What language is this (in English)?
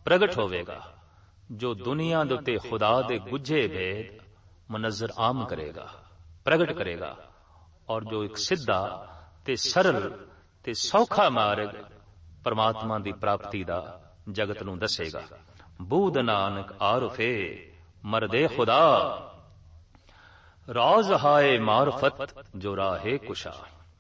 Punjabi